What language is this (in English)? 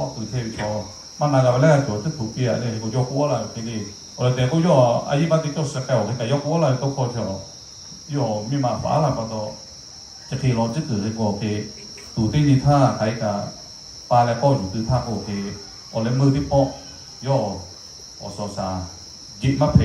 Lahu